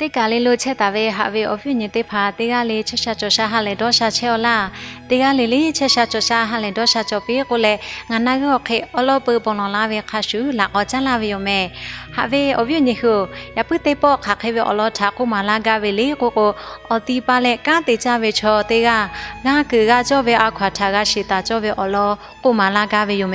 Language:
Lahu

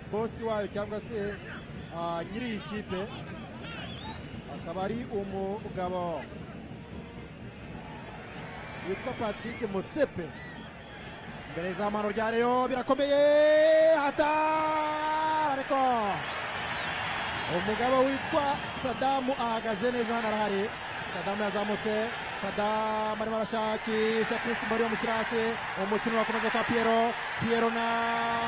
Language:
Kinyarwanda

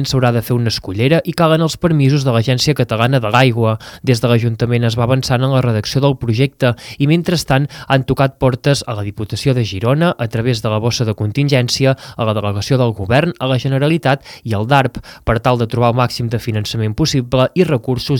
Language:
Catalan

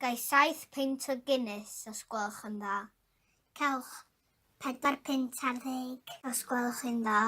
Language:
Welsh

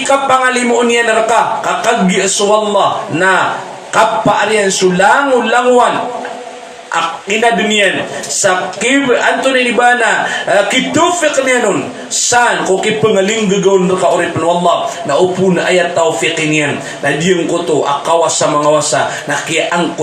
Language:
Maranao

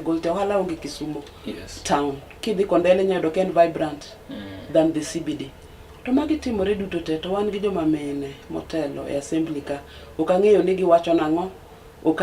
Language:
Luo (Kenya and Tanzania)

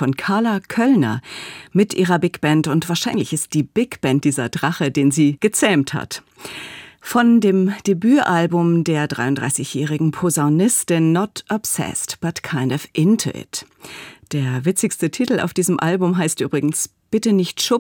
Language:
German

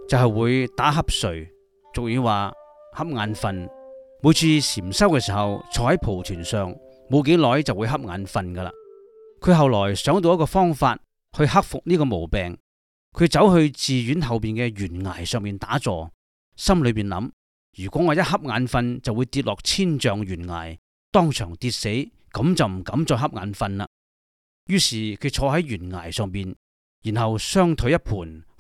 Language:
Cantonese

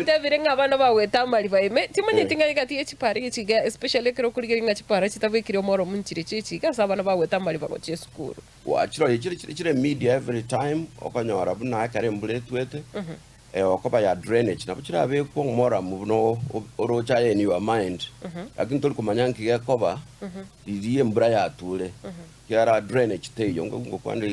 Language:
Gusii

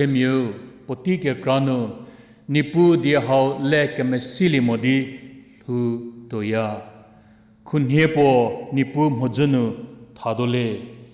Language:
Angami Naga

